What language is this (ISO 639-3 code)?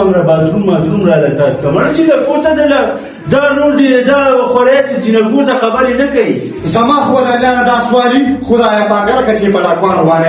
pus